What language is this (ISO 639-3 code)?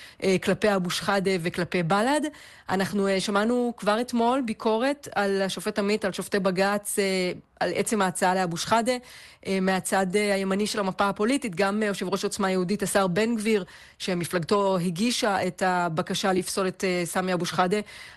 heb